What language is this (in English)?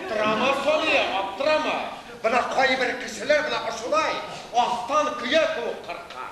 Bashkir